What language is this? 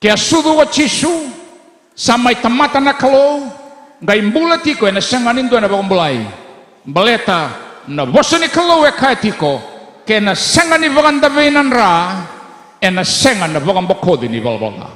Fijian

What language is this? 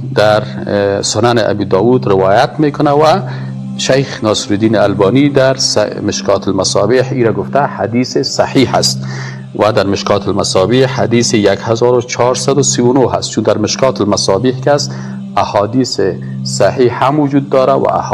Persian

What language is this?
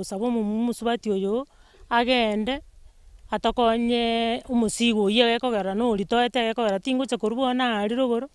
Gusii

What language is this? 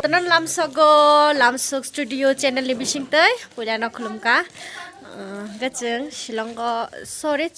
Kok Borok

